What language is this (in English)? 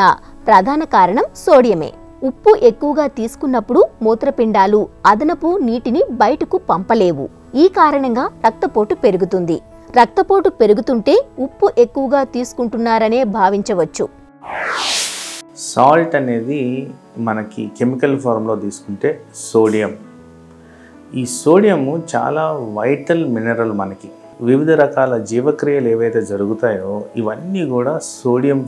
Telugu